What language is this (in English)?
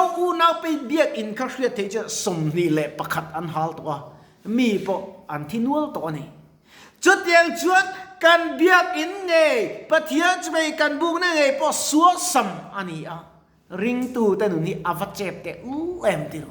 Mizo